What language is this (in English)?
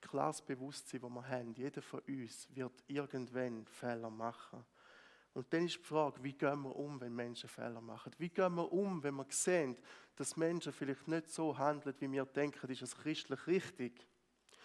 Swiss German